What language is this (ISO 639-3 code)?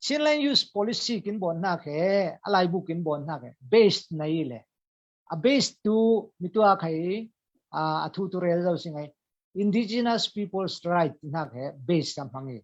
cfm